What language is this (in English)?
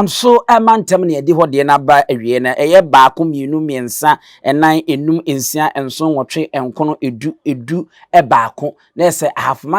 Akan